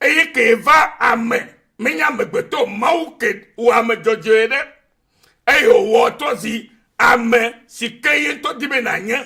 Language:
Ewe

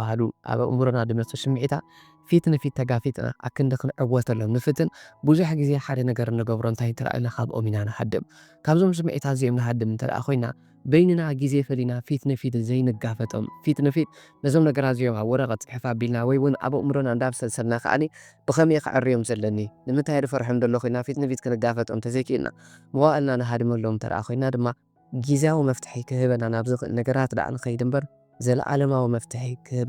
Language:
Tigrinya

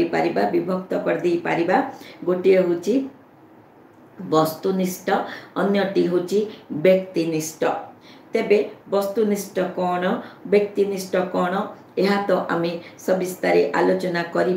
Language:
Odia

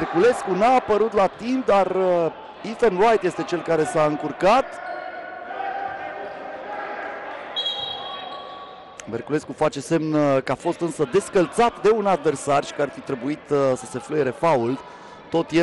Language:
Romanian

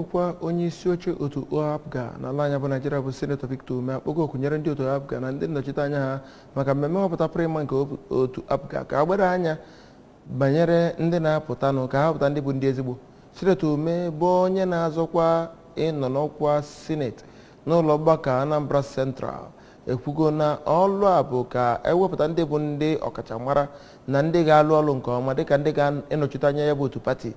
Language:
Igbo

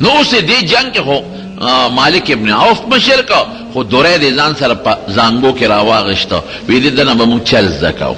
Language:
Pashto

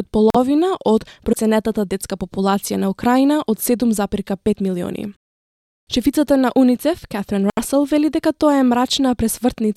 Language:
Macedonian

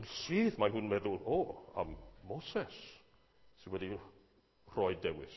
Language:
Welsh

